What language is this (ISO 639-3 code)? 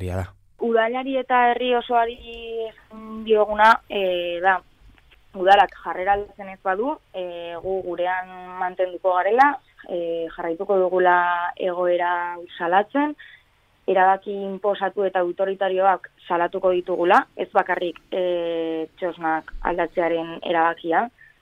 eus